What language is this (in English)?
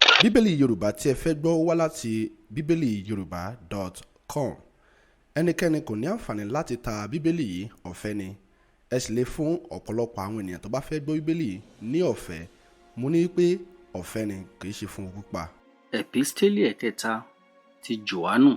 Yoruba